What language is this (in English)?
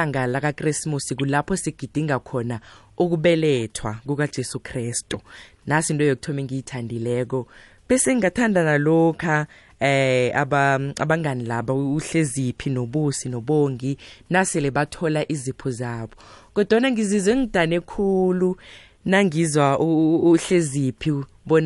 South Ndebele